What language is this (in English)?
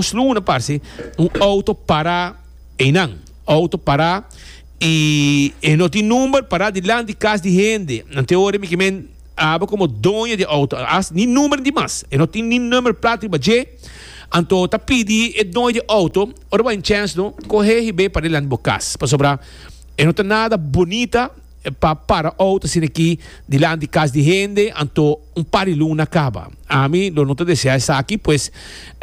Papiamento